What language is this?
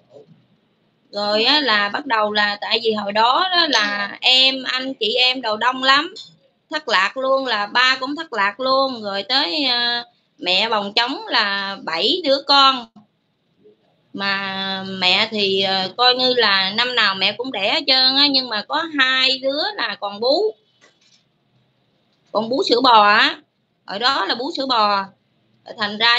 Vietnamese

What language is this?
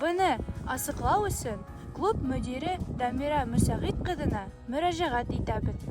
Bashkir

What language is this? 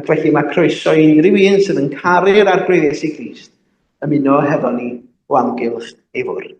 Welsh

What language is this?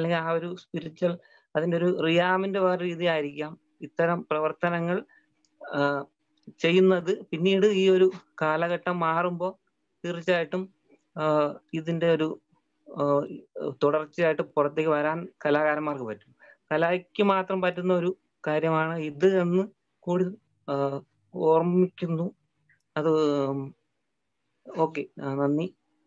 Malayalam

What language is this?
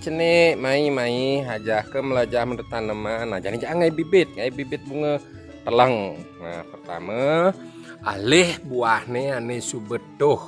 Balinese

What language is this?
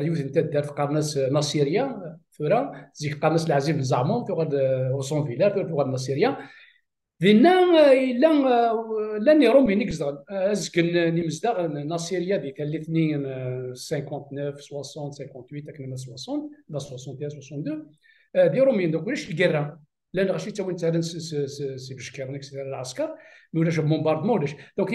Kabyle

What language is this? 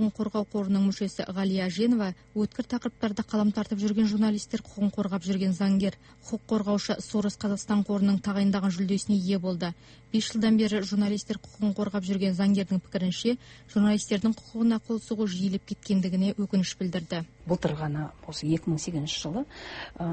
Kazakh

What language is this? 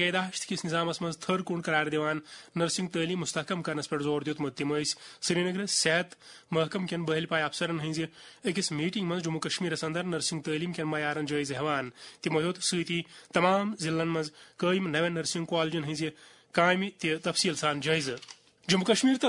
Kashmiri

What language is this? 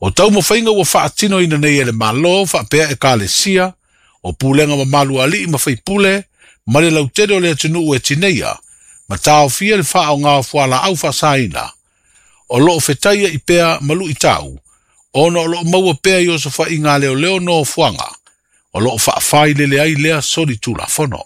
Samoan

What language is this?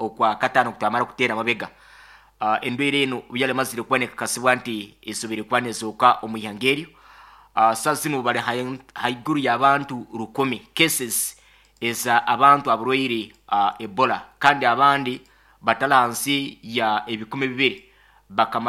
Nyoro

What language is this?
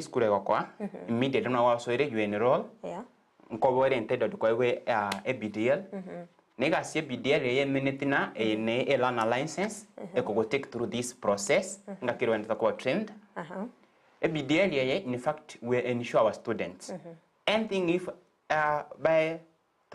Gusii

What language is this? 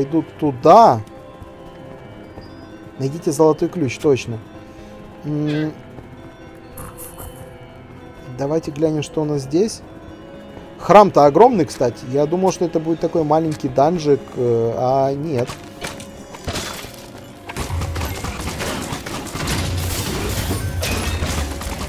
Russian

